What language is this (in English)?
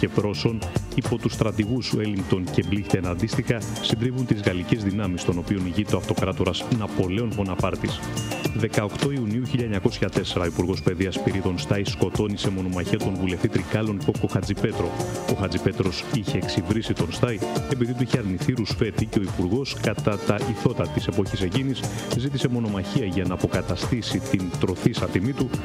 Greek